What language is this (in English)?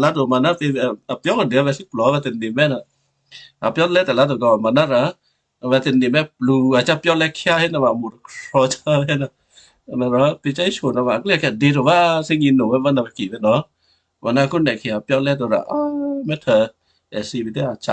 Western Kayah